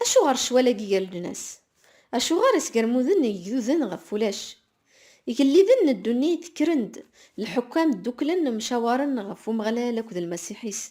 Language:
Kabyle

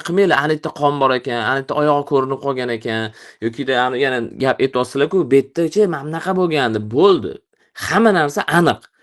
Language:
Uzbek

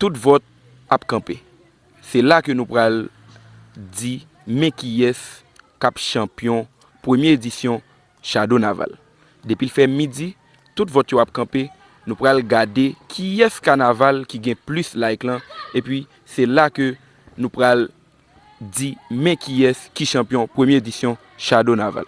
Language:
Haitian Creole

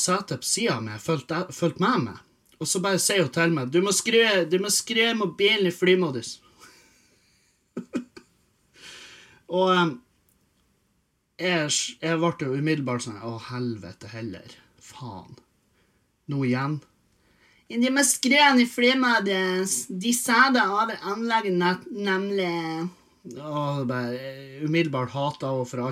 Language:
Norwegian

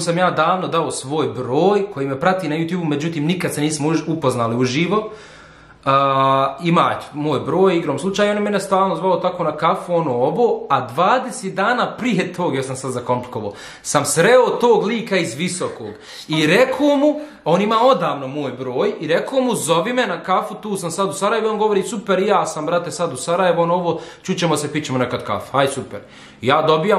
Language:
Bosnian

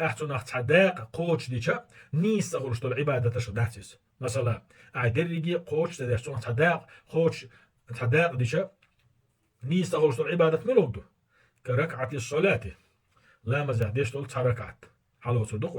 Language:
Chechen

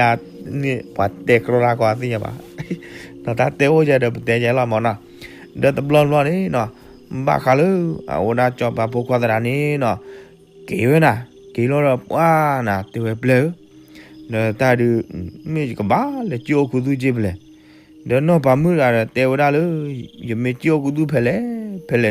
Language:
S'gaw Karen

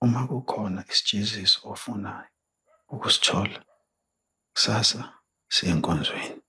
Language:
Zulu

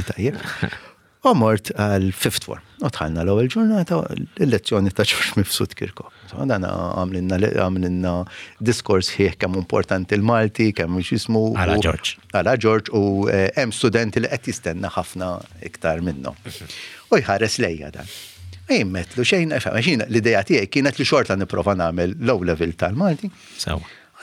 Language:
Maltese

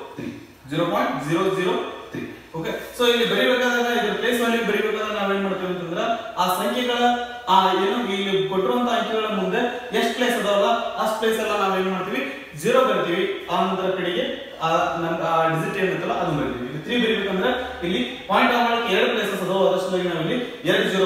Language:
Kannada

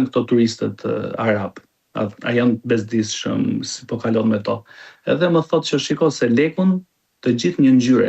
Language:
Albanian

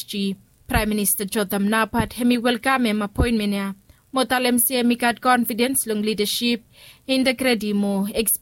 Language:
Bislama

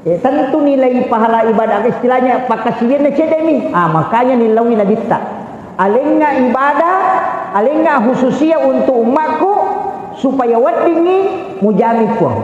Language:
Buginese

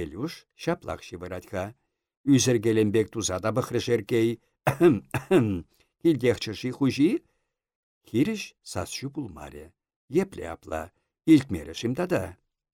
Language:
Chuvash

